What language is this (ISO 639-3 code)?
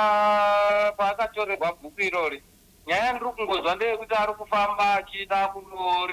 sna